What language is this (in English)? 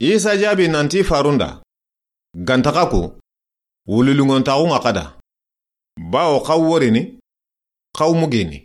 Soninke